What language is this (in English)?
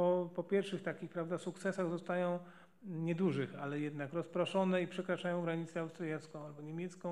Polish